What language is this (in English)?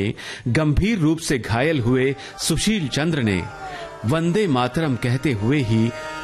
Hindi